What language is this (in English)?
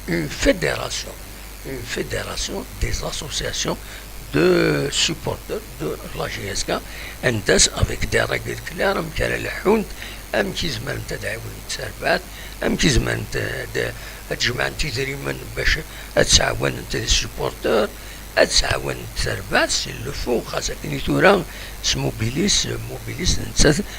Kabyle